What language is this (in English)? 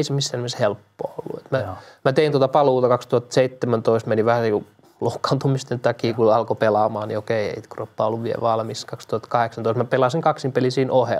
Finnish